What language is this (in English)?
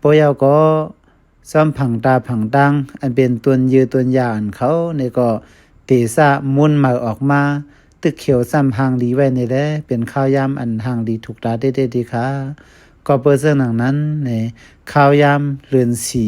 Shan